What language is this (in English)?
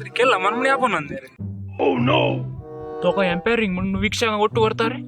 Konkani